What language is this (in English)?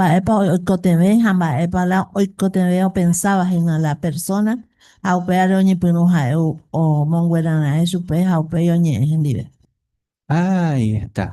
Guarani